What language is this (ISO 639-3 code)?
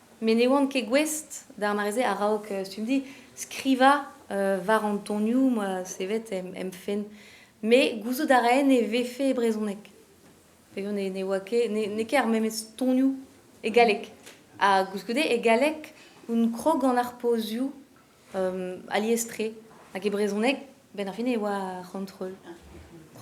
bre